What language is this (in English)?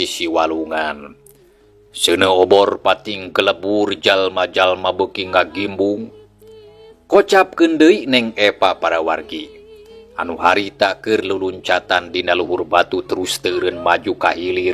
Sundanese